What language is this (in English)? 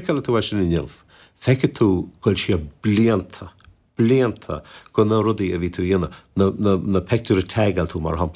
Irish